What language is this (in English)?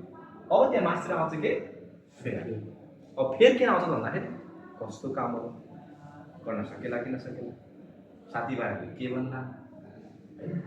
Nepali